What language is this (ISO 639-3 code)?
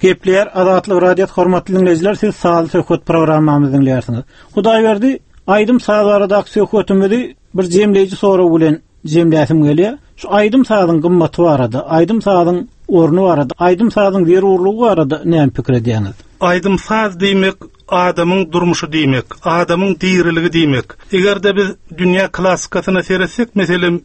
tuk